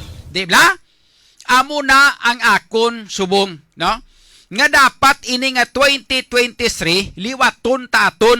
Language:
Hiligaynon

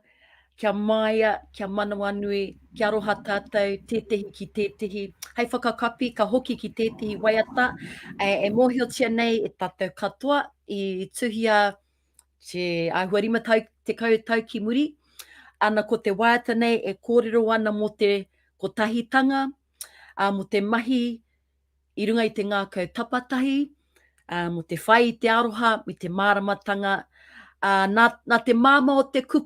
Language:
Māori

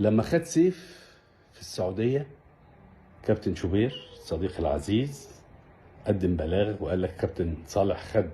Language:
Egyptian Arabic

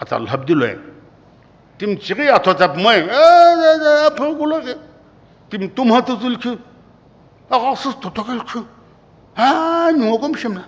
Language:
Sumi Naga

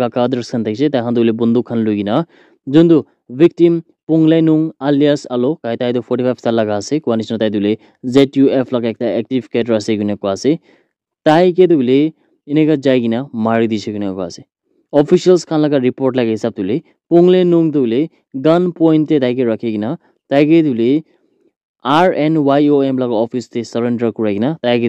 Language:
Naga Pidgin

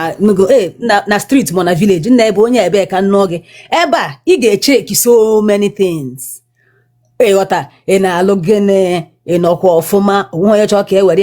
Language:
Igbo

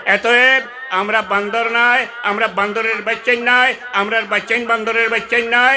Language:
Sylheti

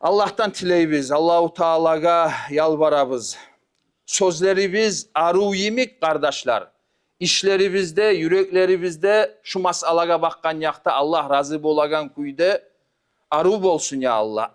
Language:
Kumyk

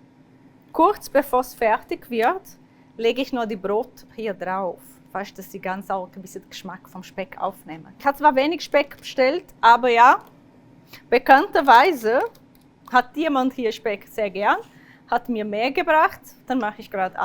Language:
Swiss German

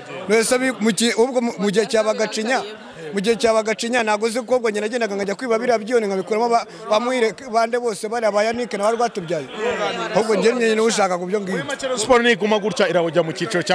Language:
Kinyarwanda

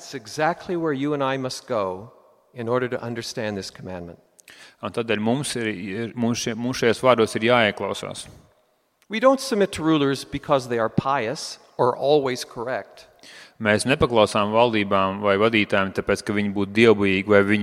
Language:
Latvian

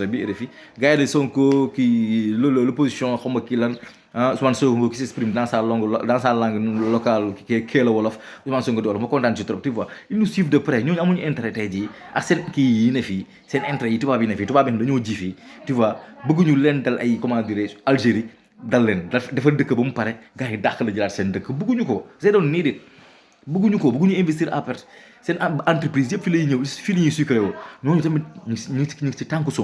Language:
Wolof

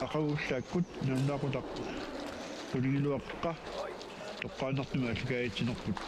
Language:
Kalaallisut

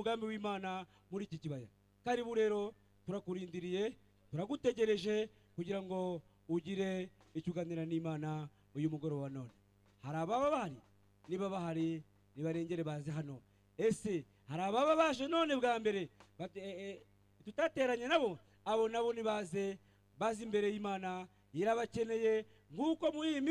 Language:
Kinyarwanda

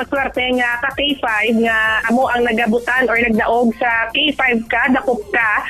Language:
Hiligaynon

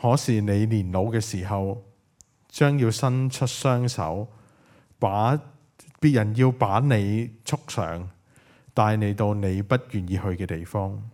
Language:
Cantonese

